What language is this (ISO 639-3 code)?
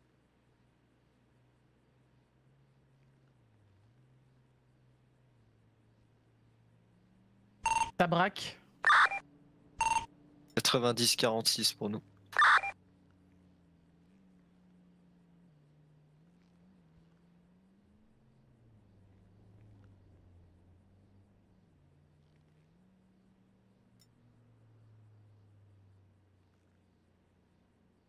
fra